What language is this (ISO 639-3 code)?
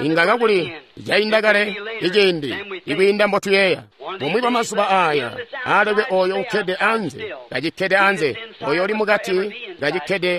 toi